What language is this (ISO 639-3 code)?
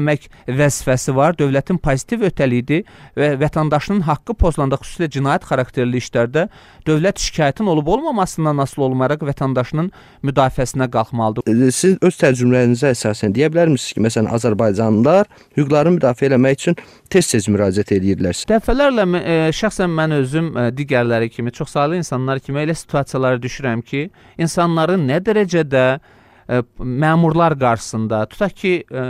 aze